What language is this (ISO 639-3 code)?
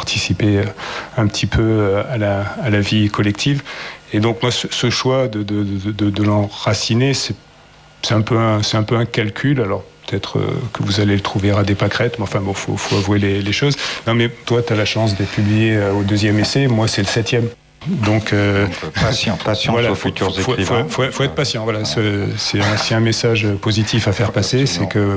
fra